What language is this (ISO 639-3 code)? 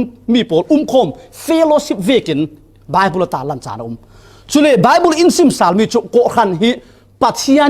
cfm